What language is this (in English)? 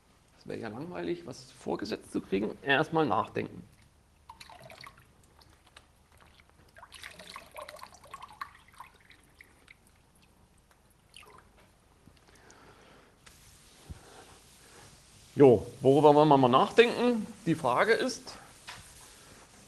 German